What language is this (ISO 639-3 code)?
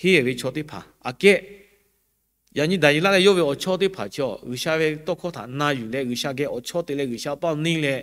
lhu